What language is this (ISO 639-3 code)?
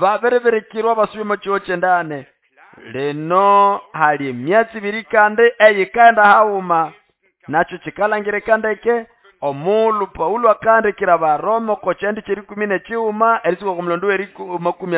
nnb